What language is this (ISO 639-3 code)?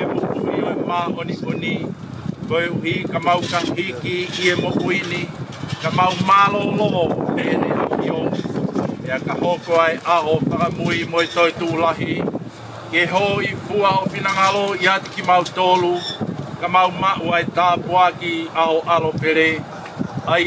ton